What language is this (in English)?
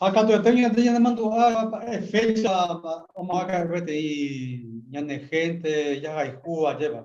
Guarani